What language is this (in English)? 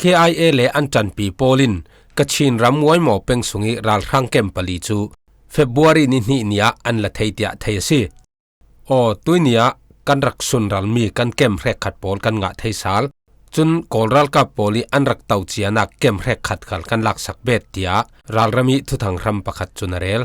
Falam Chin